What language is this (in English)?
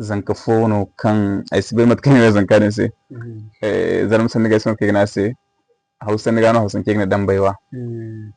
Zarma